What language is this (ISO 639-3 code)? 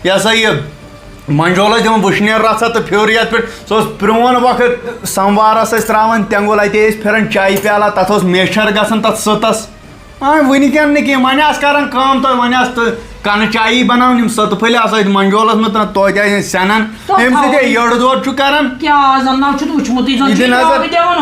kas